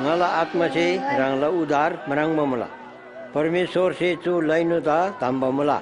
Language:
Eastern Tamang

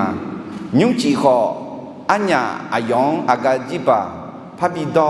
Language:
Akha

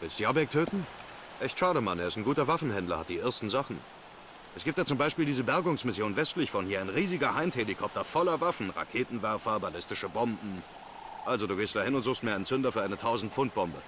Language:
Bavarian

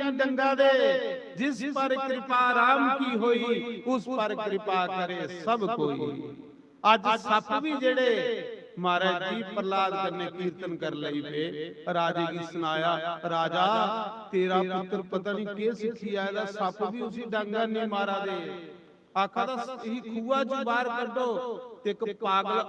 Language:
Dogri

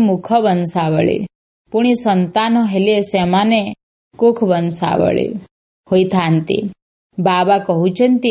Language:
Odia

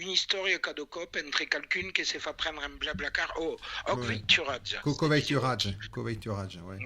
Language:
Occitan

